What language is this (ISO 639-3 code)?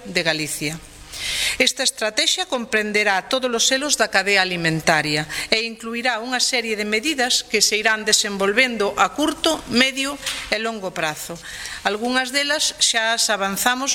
glg